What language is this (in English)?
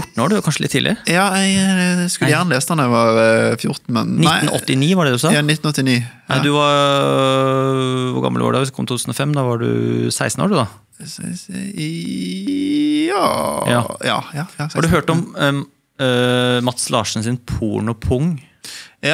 Norwegian